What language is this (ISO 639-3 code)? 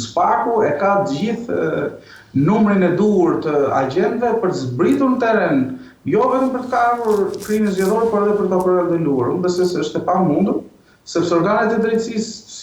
sqi